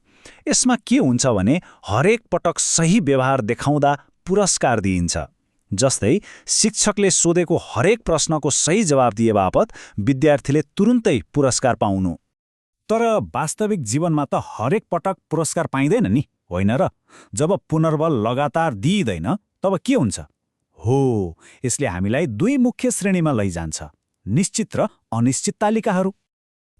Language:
Nepali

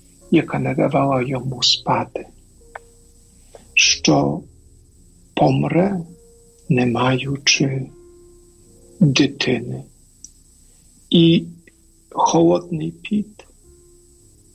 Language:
Ukrainian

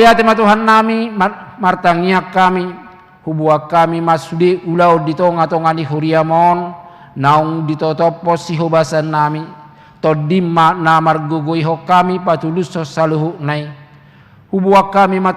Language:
Batak Toba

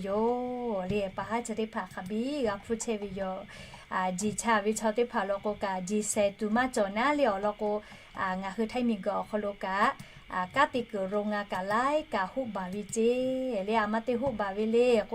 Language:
Lahu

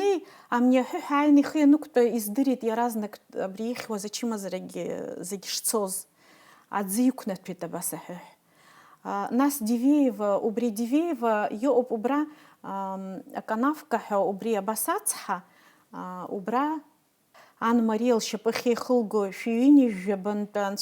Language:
Abkhazian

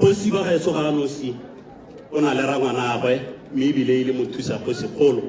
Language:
Tswana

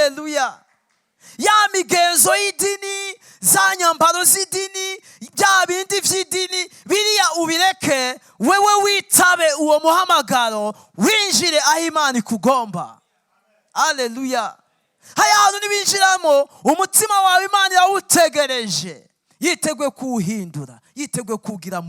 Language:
Rundi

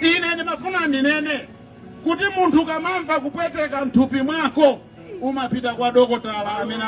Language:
Nyanja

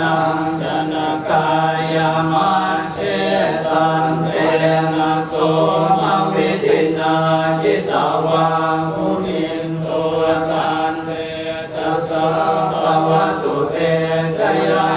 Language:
Pali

